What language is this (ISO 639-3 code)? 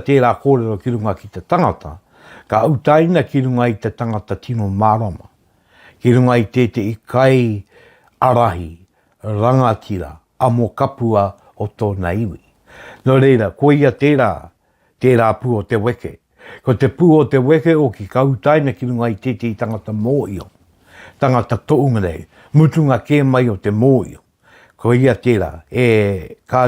mri